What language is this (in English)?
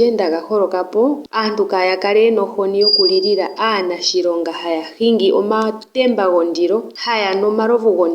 Ndonga